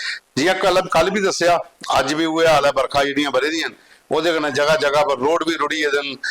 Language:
Dogri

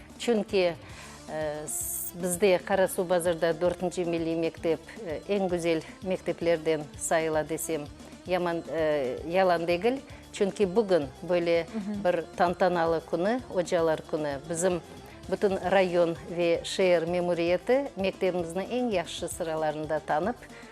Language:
Crimean Tatar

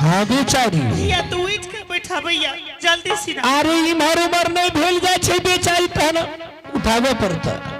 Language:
Angika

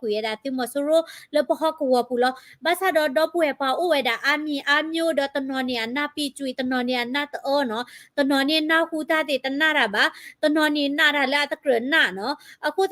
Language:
S'gaw Karen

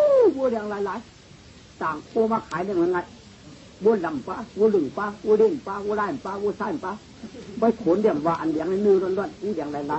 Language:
Shan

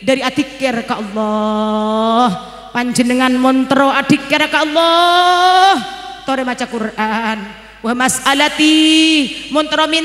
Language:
Madurese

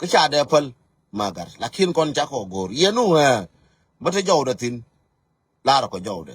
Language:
Nuer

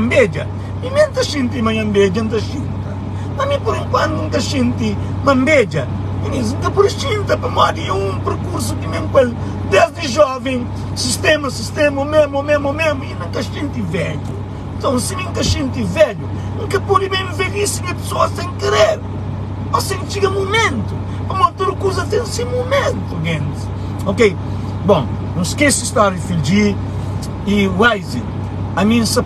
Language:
Kabuverdianu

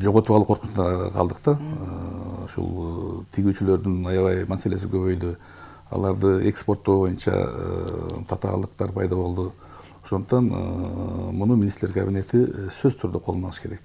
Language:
Kyrgyz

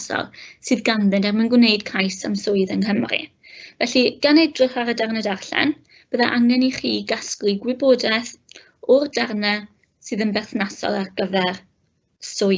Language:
Welsh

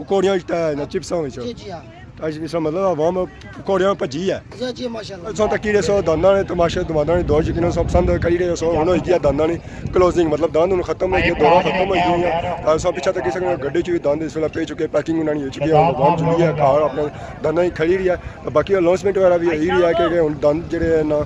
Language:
Pahari-Potwari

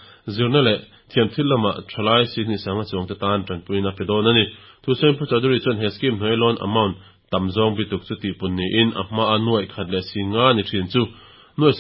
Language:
Mizo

